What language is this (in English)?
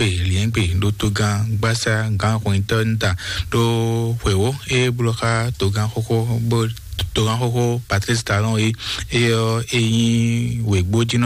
Fon